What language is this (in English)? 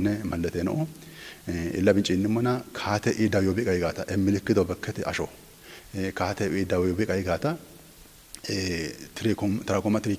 Kafa